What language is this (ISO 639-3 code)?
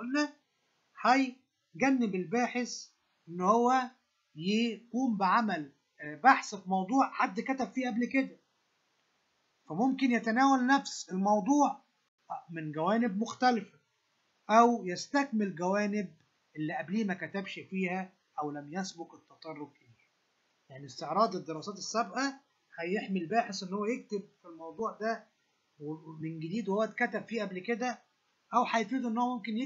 arz